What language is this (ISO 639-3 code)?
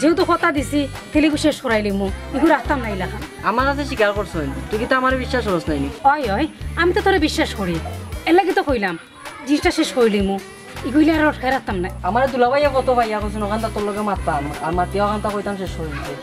syl